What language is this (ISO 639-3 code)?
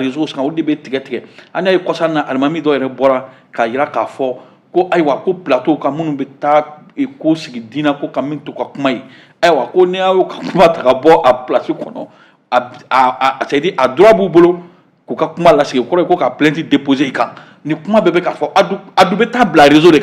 bam